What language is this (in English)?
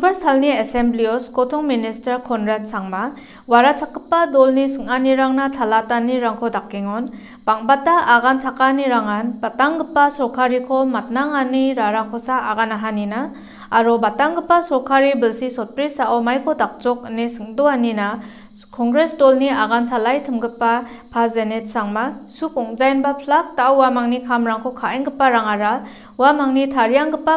Garo